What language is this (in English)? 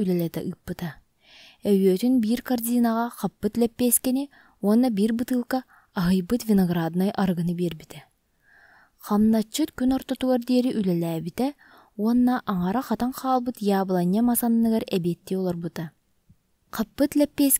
Yakut